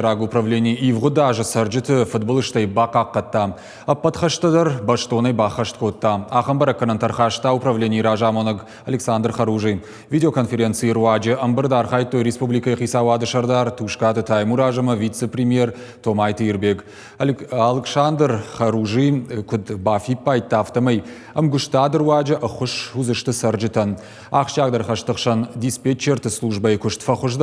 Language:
Ossetic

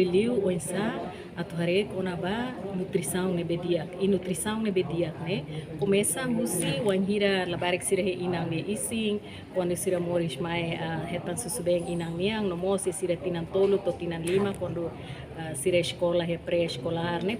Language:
Tetum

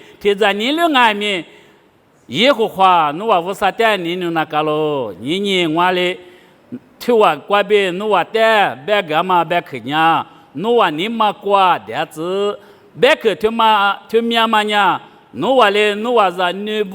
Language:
Lisu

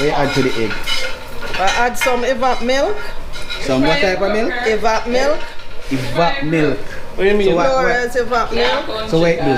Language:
Jamaican Creole English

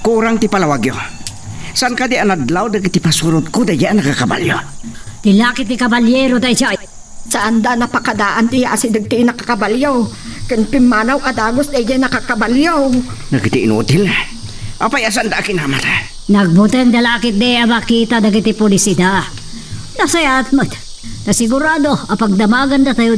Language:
Iloko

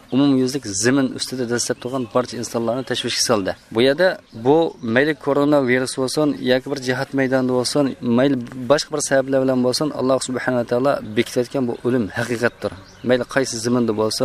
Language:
Uyghur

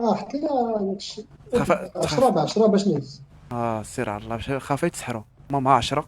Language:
Moroccan Arabic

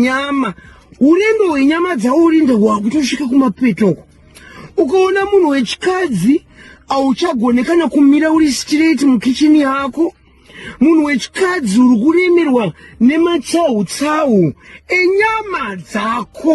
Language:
Shona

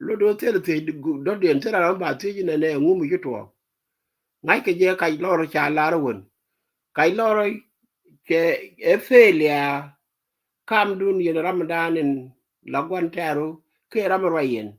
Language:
Nuer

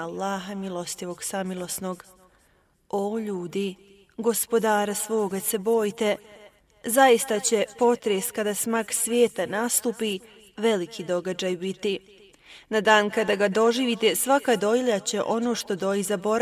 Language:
Bosnian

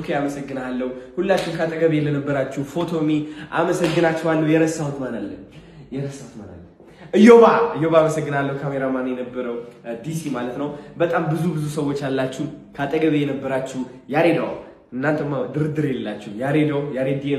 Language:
Amharic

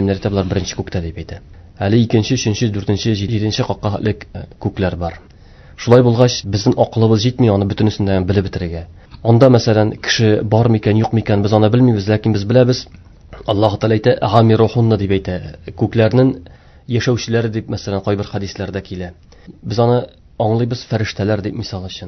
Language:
Tatar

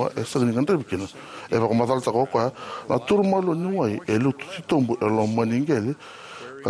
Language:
Fijian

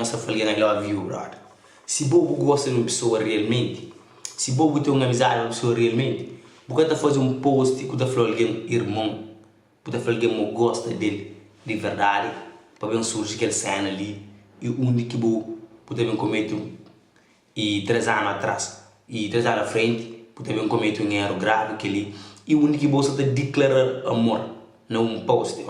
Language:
Kabuverdianu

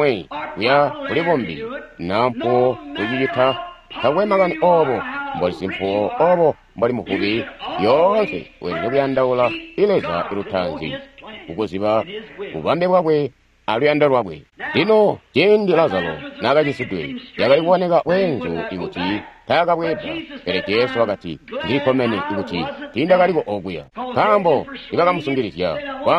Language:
Tonga (Zambia)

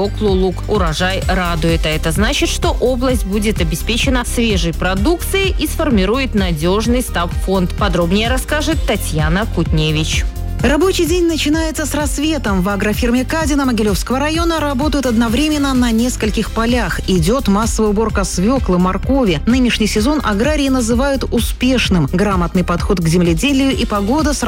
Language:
Russian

